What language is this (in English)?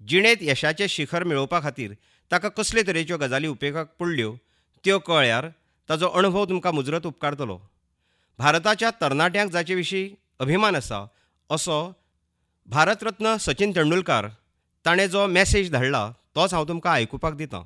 Konkani